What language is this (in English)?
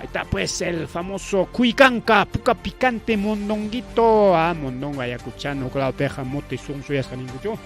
Ayacucho Quechua